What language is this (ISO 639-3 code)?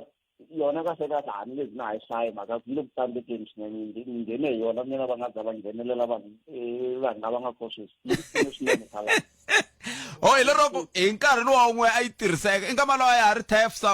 tso